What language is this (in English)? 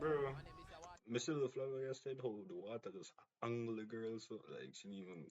Jamaican Creole English